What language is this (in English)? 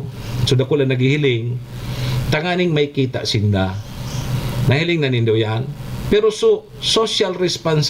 Bikol